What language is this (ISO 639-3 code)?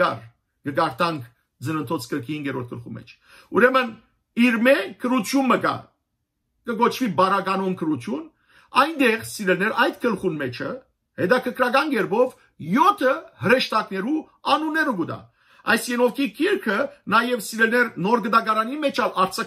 hyw